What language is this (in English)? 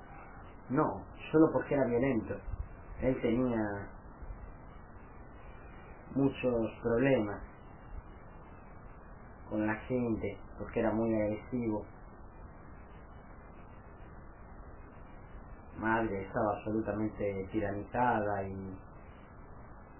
Spanish